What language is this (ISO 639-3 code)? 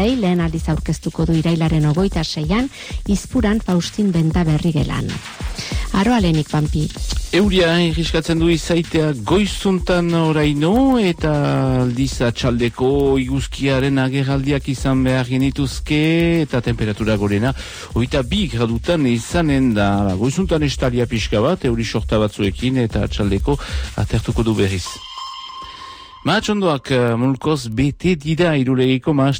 eus